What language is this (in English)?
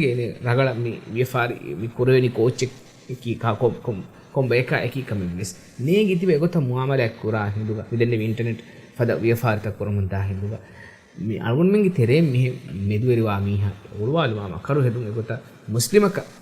Divehi